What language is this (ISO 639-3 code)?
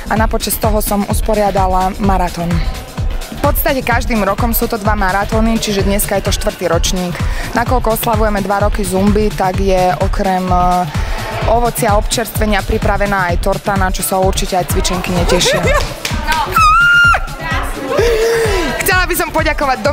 slk